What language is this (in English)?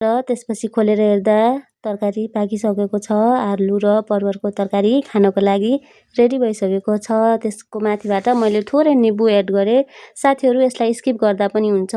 Nepali